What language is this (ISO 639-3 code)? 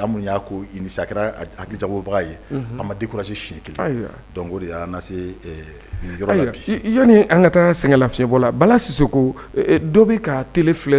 bam